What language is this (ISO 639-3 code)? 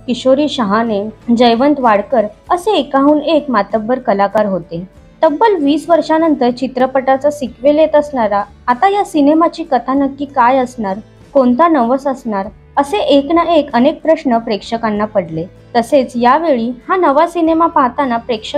mar